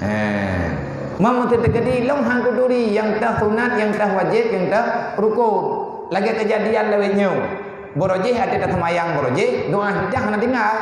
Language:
Achinese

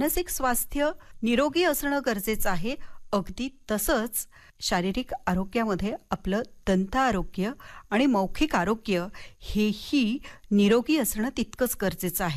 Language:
Marathi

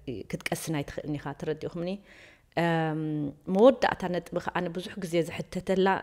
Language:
Tigrinya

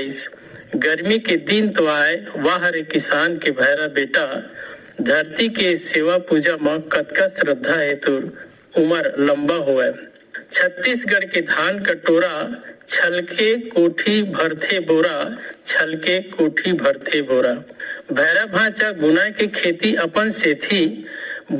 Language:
Chhattisgarhi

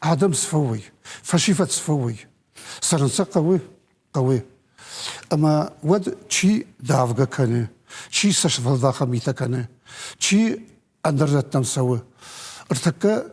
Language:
Ossetic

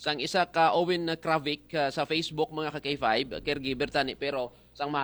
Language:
Hiligaynon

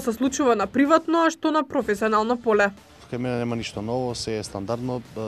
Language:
Macedonian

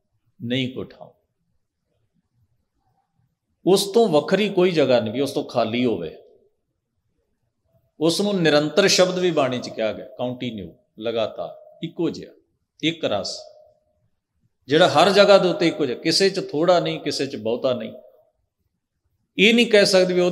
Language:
Punjabi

